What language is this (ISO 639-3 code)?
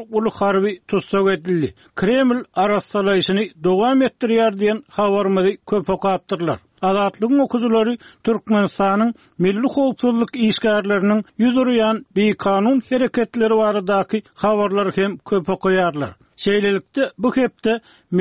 tuk